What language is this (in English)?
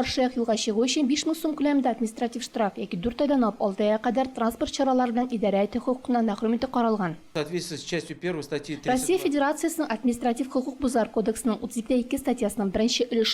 Tatar